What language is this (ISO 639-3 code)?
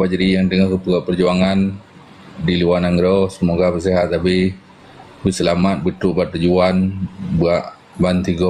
ace